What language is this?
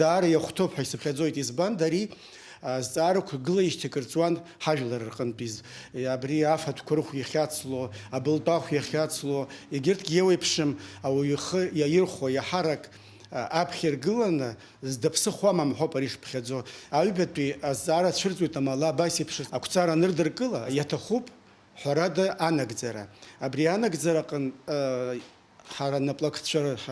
Abkhazian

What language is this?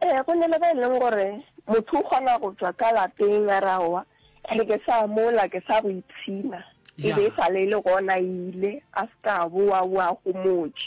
Northern Sotho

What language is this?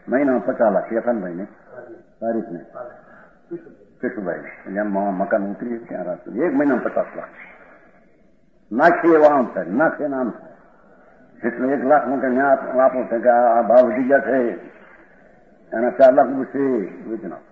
Gujarati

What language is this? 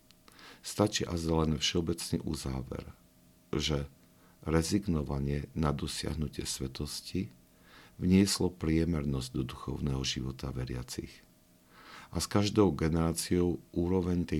Slovak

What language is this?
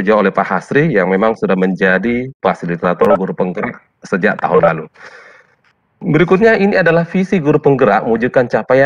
Indonesian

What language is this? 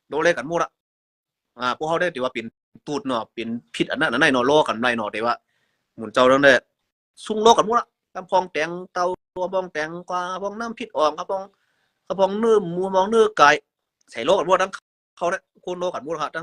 Shan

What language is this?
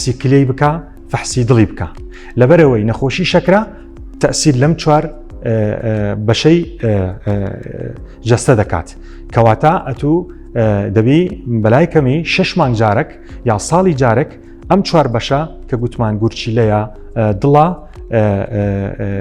Central Kurdish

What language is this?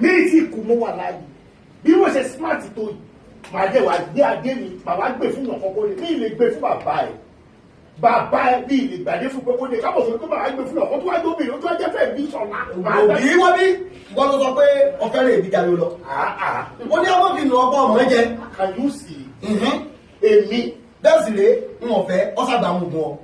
Yoruba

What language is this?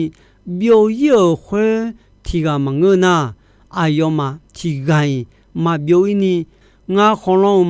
Akha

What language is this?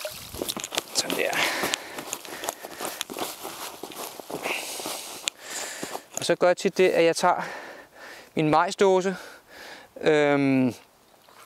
Danish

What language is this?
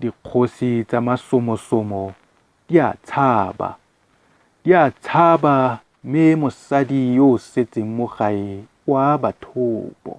Tswana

